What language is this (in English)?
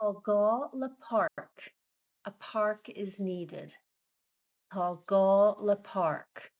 Irish